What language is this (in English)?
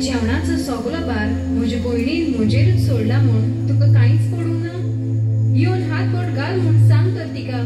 Konkani